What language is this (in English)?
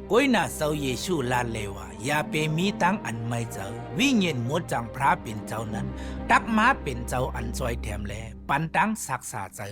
Shan